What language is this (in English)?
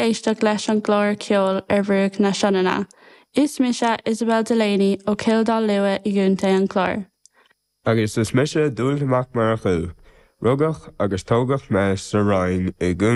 Irish